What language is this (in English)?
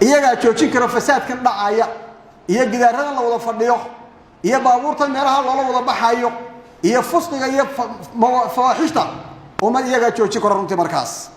Somali